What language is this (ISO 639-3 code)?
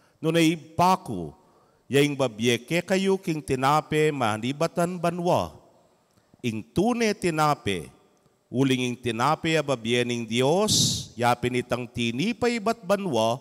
pam